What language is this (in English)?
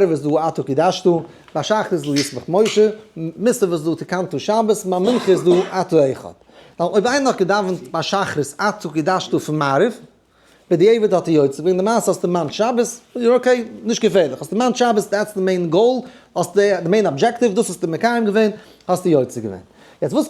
Yiddish